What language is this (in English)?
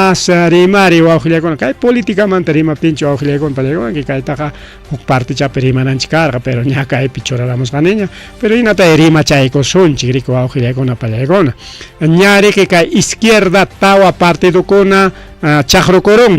Ayacucho Quechua